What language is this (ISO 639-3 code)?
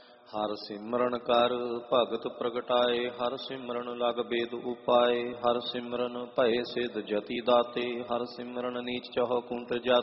pan